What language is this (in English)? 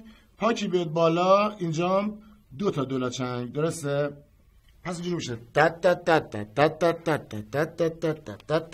Persian